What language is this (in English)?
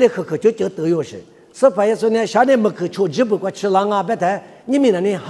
Lisu